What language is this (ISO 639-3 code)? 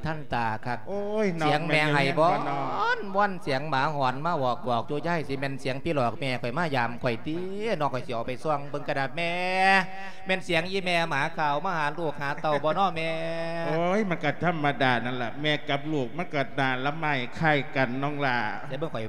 lao